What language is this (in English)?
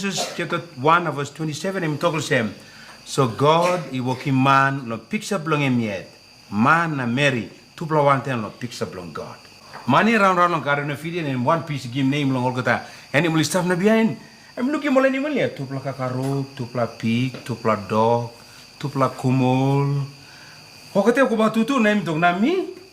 Tok Pisin